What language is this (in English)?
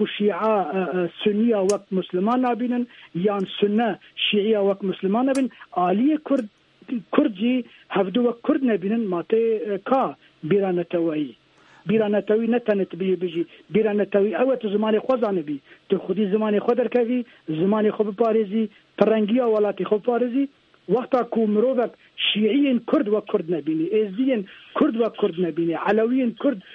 Kurdish